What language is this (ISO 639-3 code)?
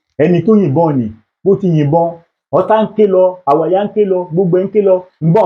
yor